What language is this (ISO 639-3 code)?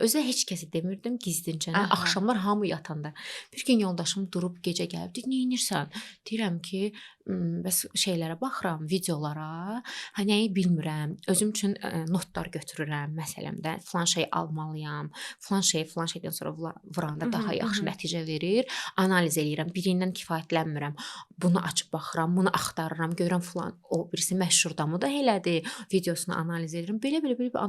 aze